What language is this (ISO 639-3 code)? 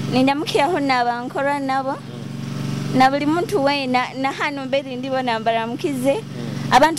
nyo